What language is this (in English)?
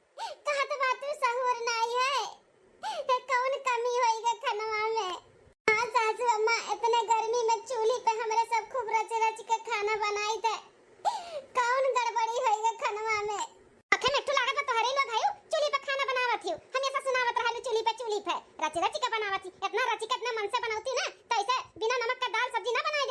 Awadhi